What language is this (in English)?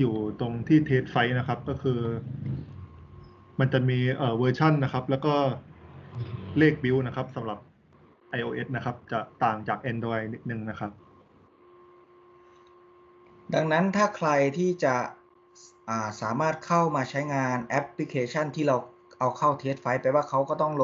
Thai